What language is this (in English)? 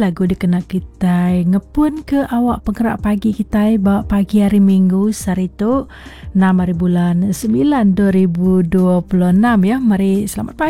Iban